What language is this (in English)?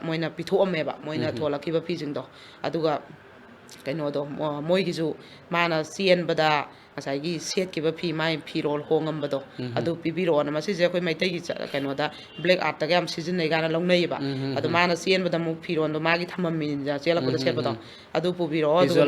Manipuri